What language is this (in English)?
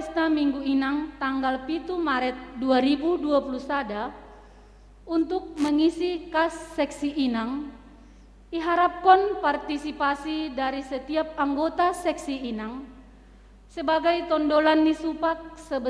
Batak Simalungun